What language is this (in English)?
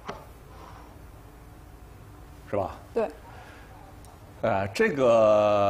Chinese